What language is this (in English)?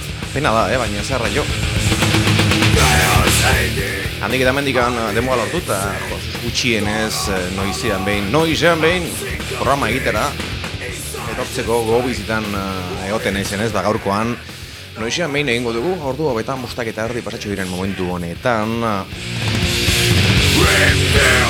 Basque